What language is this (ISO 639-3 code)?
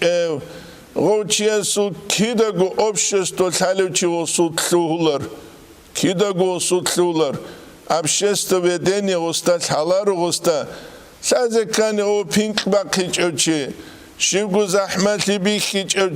ava